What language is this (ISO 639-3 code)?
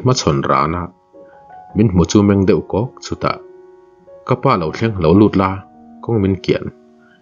lus